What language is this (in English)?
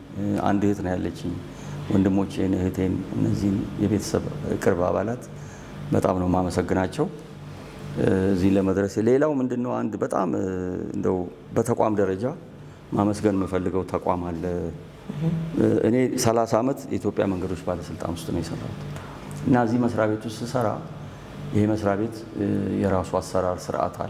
Amharic